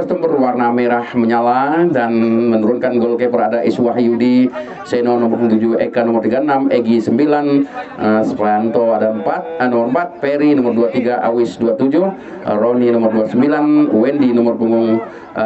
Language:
Indonesian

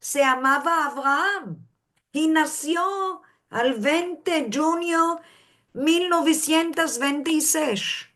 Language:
Ladino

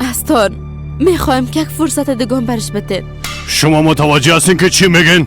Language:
Persian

